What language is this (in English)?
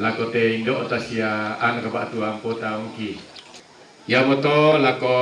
Toraja-Sa'dan